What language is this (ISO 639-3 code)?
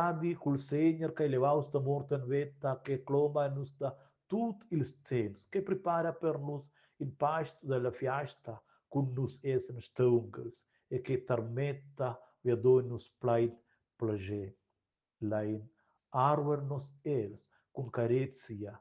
roh